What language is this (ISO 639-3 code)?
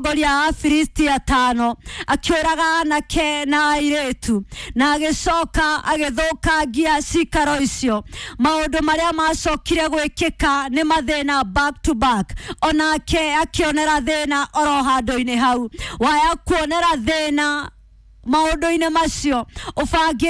kik